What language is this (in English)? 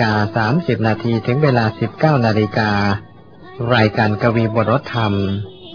Thai